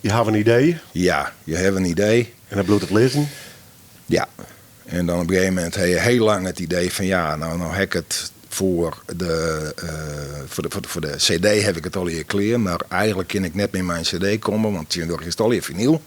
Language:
Western Frisian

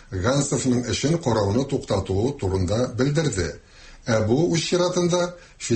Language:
Tatar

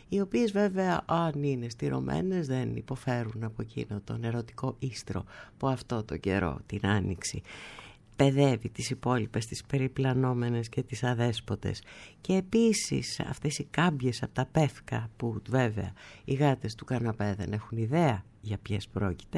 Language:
Greek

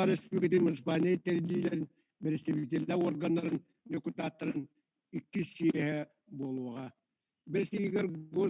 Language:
Yakut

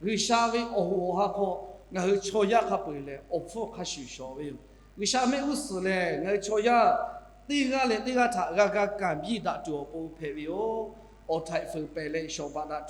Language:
Lahu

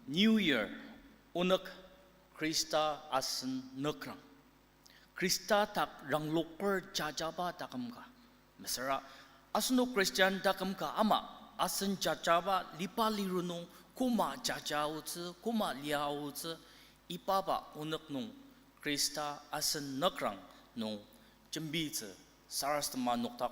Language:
Ao Naga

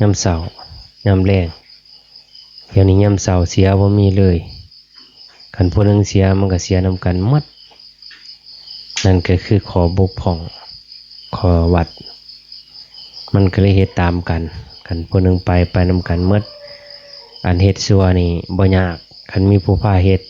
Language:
Lao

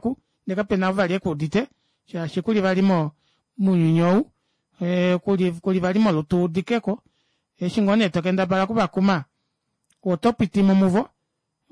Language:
Kuanyama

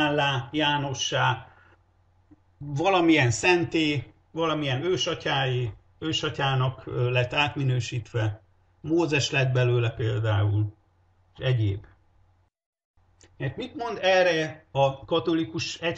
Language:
Hungarian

